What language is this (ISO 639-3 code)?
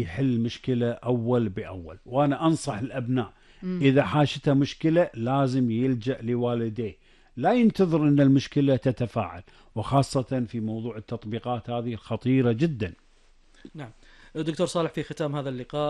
afb